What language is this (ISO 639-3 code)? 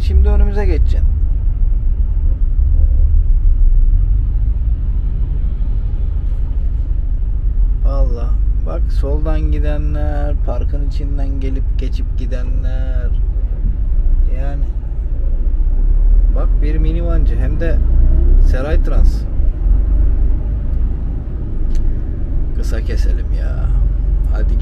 tur